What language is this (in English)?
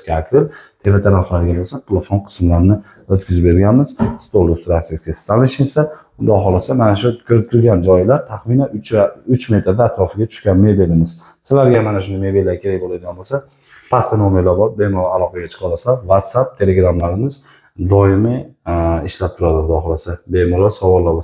Uzbek